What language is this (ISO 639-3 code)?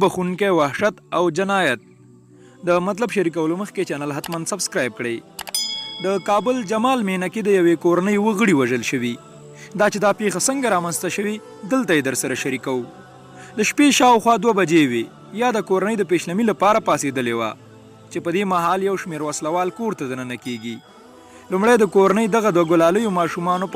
pus